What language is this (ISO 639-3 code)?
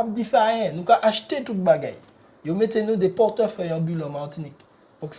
gcf